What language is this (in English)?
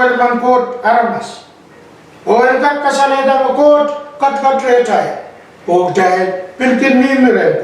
Pohnpeian